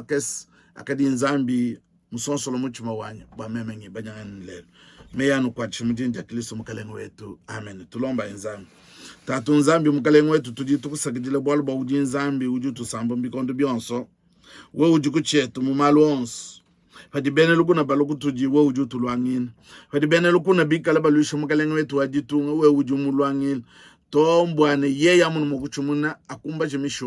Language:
Luba-Lulua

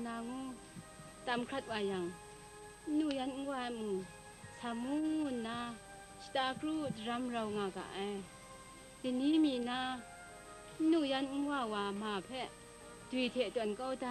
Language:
Kachin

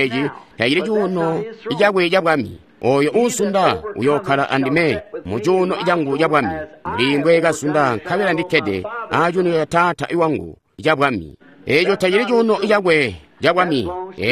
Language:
Tonga (Zambia)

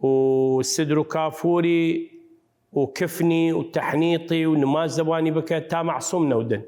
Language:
Southern Kurdish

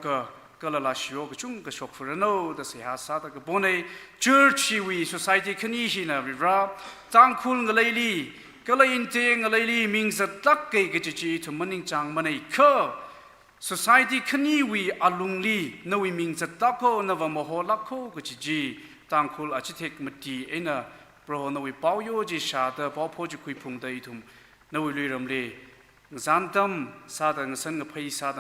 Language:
Tangkhul Naga (India)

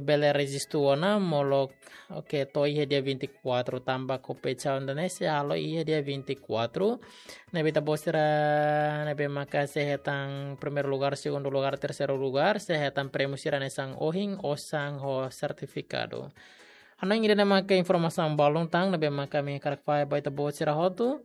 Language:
Tetum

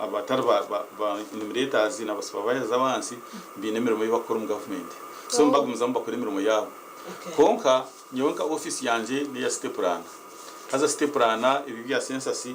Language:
Nyankole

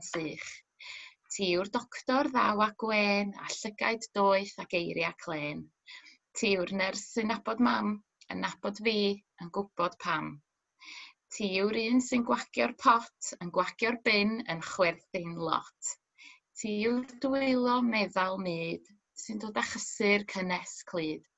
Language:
Welsh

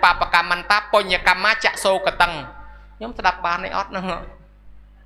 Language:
Khmer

